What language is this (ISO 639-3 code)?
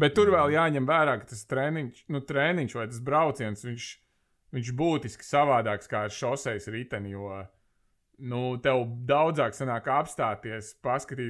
lav